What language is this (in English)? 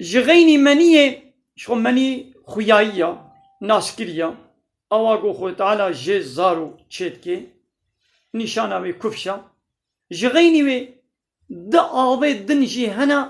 Kurdish